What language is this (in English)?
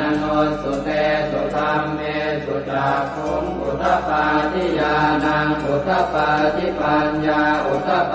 Pali